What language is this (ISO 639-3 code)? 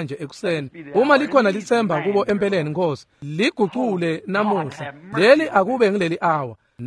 ssw